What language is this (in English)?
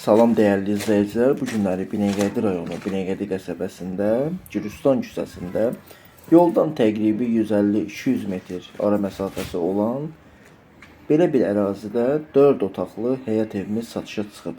Azerbaijani